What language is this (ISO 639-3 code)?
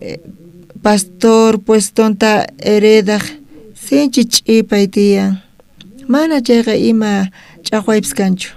quh